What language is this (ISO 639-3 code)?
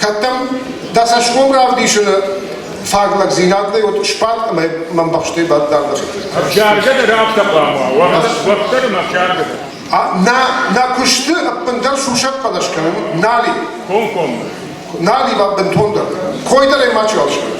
oss